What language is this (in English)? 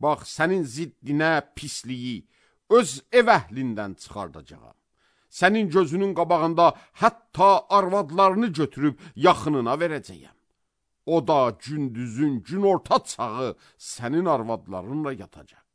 Azerbaijani